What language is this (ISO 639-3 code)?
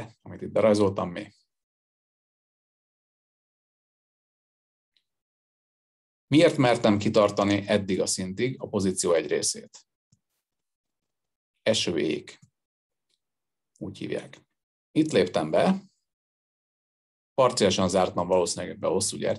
hun